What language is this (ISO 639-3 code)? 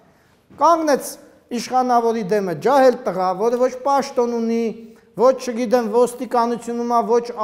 hye